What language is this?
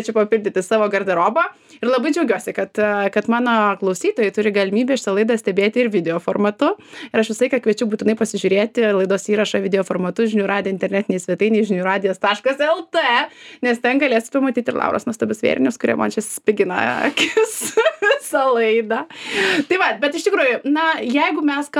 Lithuanian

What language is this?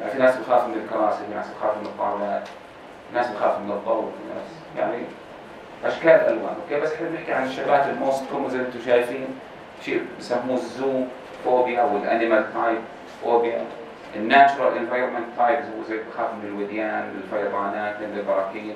North Levantine Arabic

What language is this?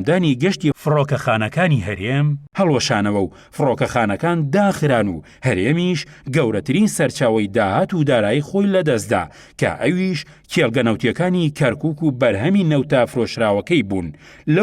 Central Kurdish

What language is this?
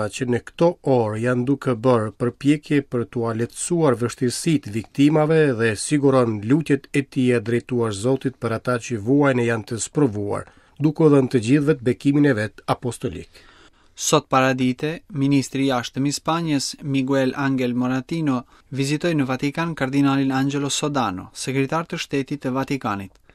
Albanian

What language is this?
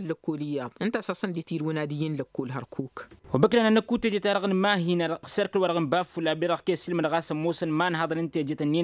Tamasheq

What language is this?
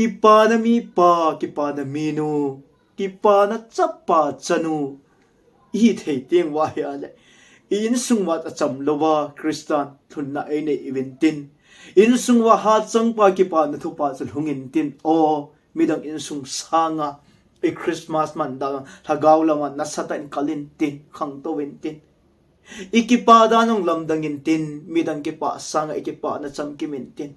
Thado Chin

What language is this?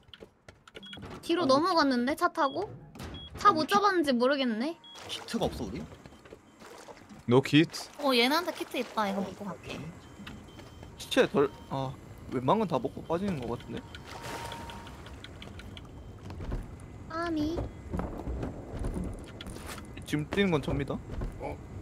Korean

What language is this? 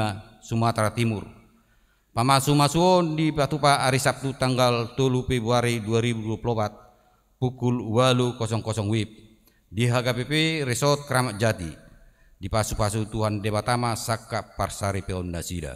Batak Toba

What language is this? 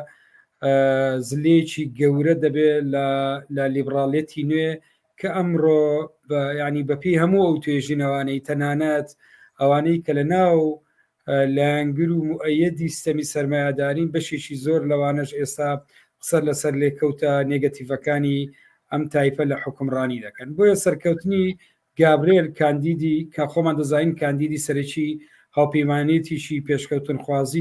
Central Kurdish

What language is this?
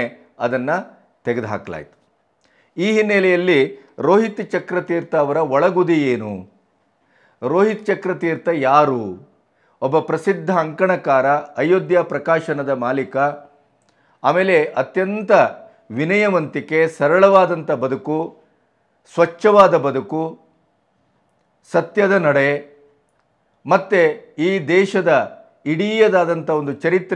Kannada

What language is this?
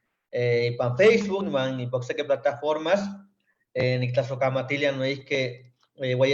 Eastern Huasteca Nahuatl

